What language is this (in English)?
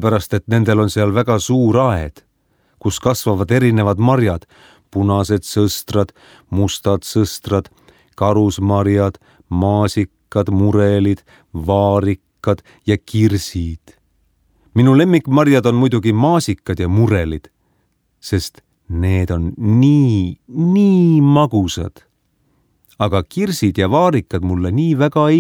Estonian